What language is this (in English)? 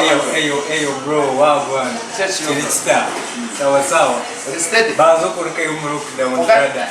Nyankole